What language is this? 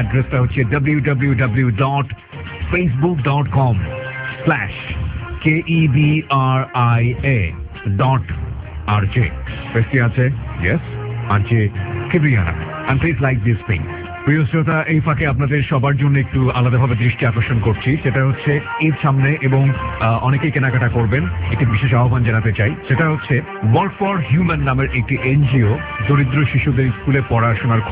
Bangla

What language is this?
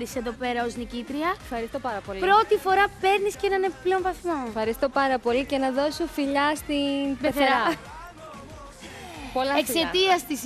Greek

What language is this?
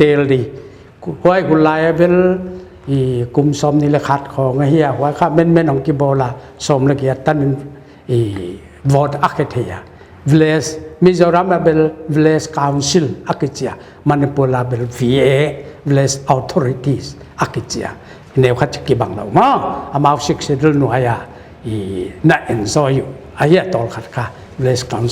Paite Chin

